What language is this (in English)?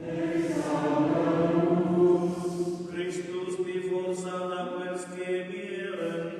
Romansh